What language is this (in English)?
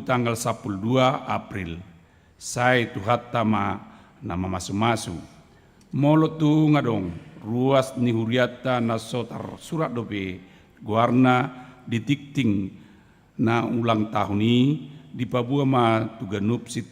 Batak Toba